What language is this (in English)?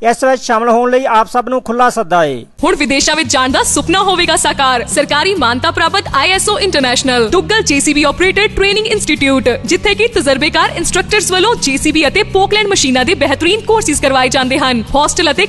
Punjabi